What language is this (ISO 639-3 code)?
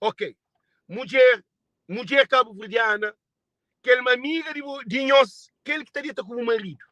kea